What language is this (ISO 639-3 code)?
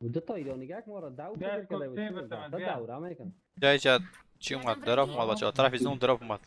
fas